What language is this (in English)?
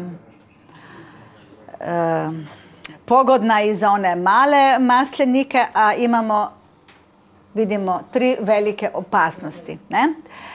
Croatian